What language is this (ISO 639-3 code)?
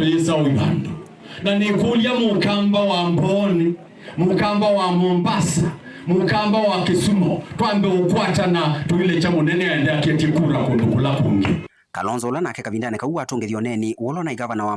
kam